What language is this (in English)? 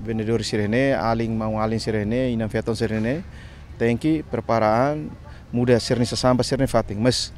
Tetum